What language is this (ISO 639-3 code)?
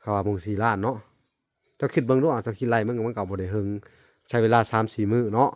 lao